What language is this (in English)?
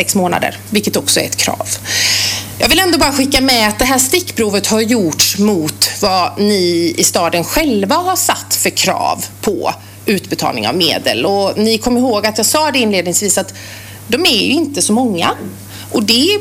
Swedish